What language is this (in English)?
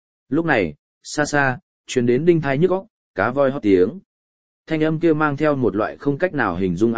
Vietnamese